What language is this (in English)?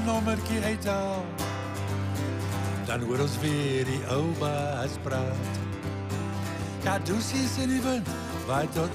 Afrikaans